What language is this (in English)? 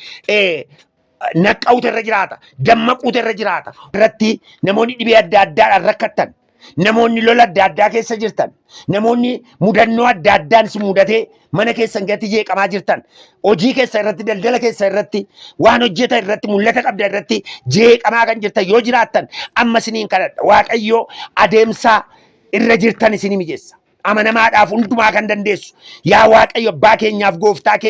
Oromo